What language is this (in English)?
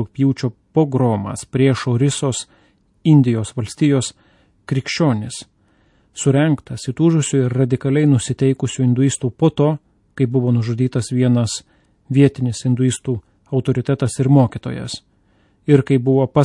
Lithuanian